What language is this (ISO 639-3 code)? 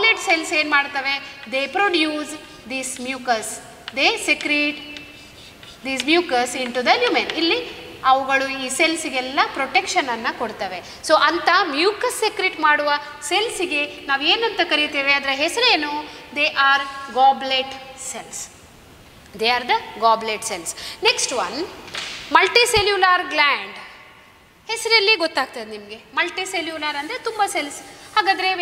kan